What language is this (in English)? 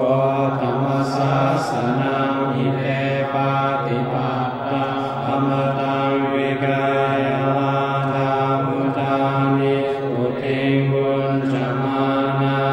Pali